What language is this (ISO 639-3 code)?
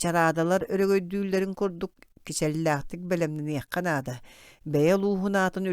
sah